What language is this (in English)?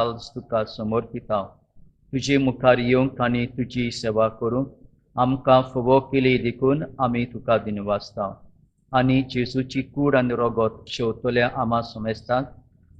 Konkani